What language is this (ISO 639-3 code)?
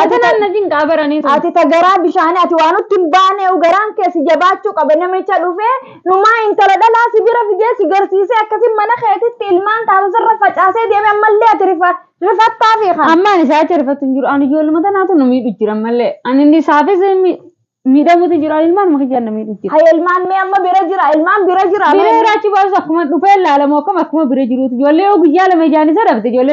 orm